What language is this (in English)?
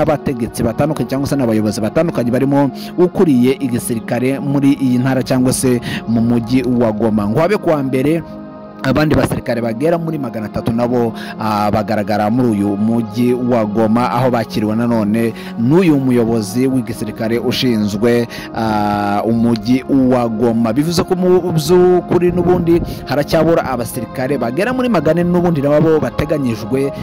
Kinyarwanda